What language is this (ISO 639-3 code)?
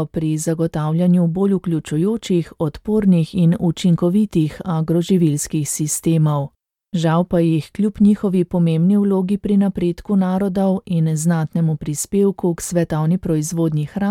slv